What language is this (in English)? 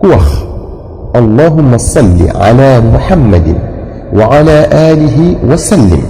Wolof